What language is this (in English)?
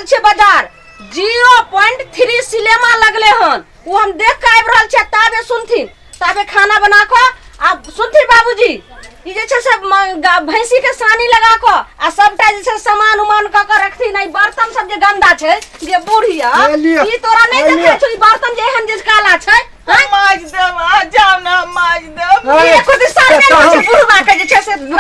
Maithili